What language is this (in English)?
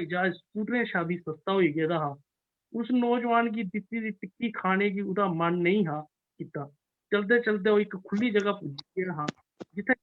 Dogri